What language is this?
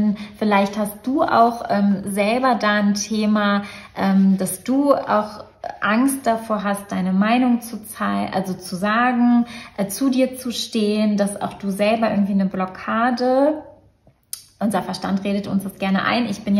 German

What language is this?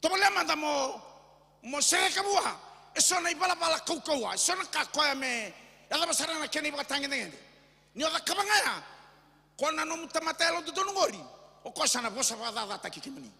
Fijian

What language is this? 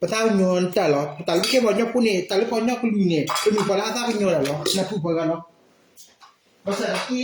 S'gaw Karen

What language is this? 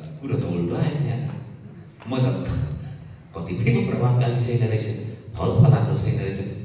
Nepali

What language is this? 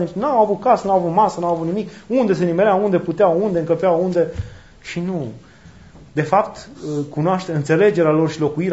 Romanian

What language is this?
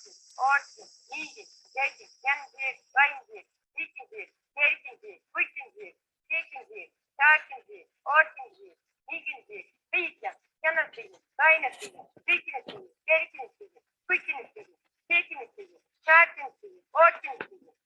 Irish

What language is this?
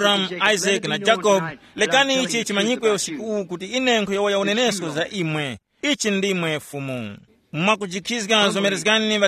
Tumbuka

